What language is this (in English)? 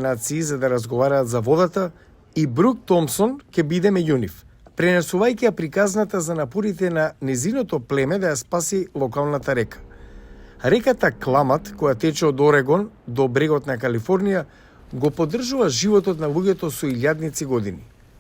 Macedonian